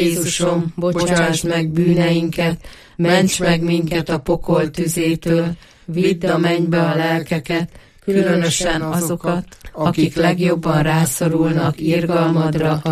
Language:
Hungarian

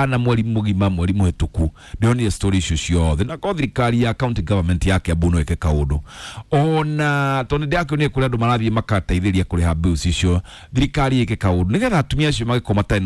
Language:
Kikuyu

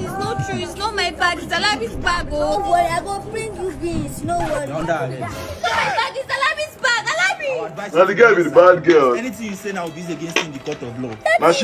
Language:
Nigerian Pidgin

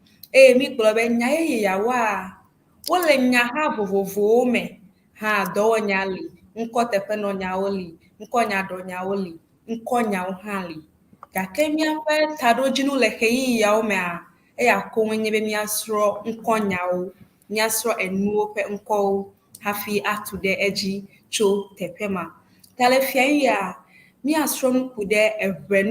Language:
Ewe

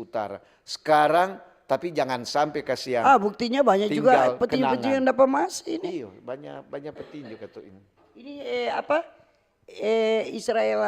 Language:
Manado Malay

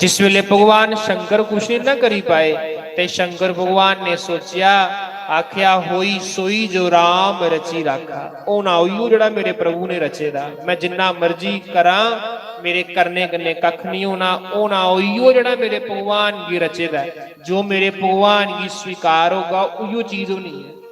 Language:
Dogri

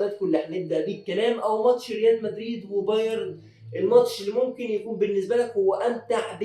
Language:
Egyptian Arabic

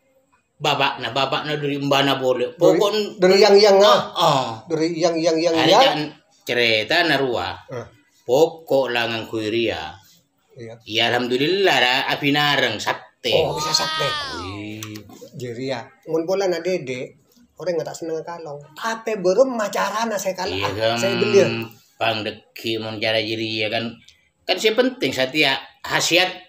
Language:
Madurese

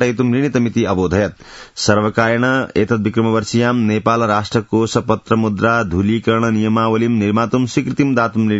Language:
Sanskrit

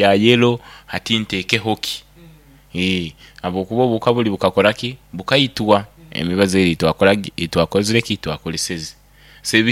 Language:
Nyoro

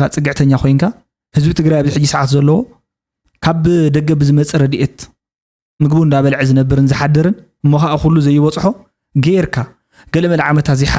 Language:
Tigrinya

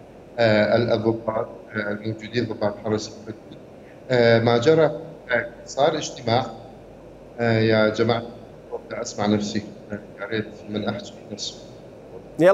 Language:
Mesopotamian Arabic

